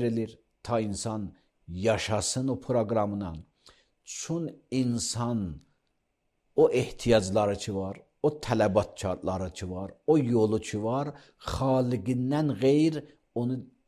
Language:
Azerbaijani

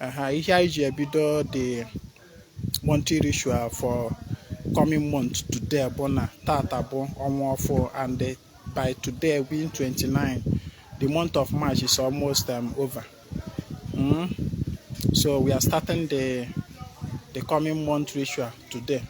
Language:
Igbo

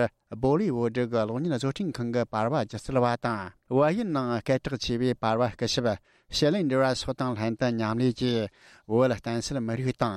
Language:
Tibetan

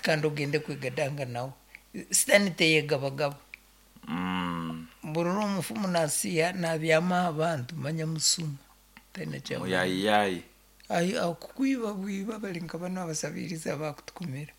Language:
Nyoro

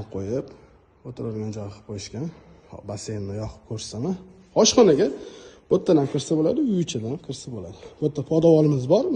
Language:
Uzbek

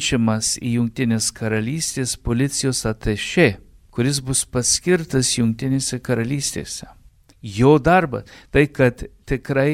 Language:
Lithuanian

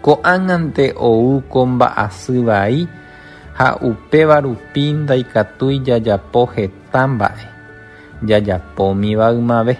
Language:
Guarani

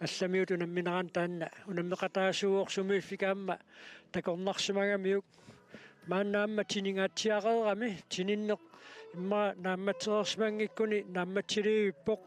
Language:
Kalaallisut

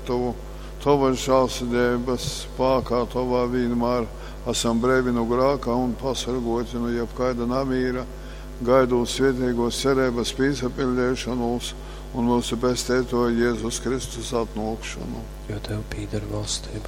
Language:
Latgalian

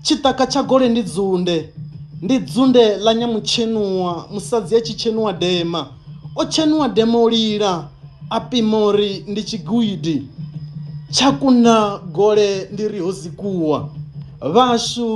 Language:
Venda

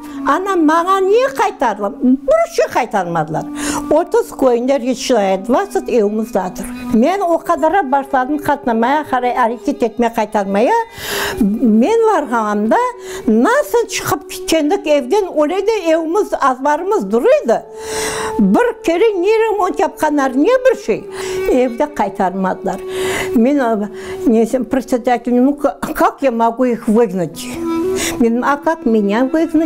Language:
Crimean Tatar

